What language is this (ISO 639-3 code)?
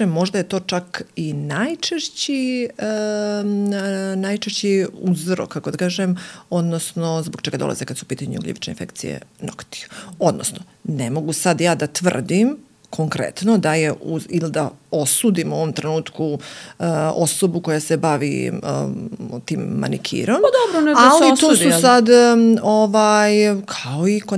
srp